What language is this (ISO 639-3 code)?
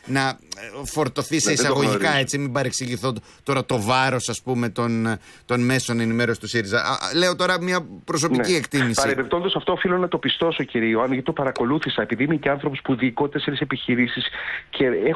ell